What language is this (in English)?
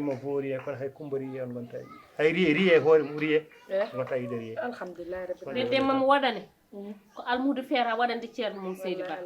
Fula